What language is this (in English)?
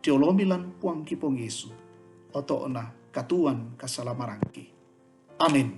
Toraja-Sa'dan